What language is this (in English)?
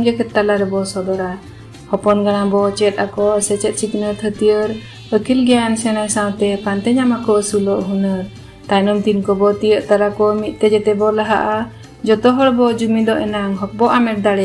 Santali